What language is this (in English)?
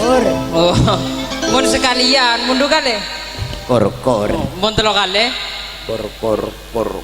Madurese